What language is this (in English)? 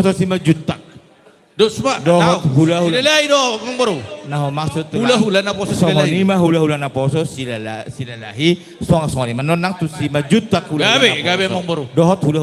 Batak Toba